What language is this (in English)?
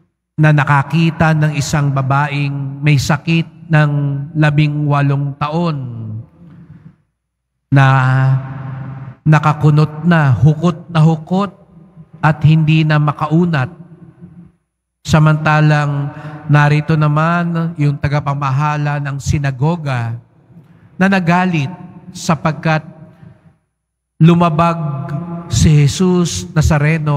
Filipino